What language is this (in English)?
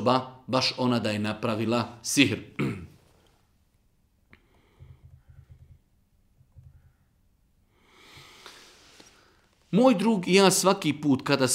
Bosnian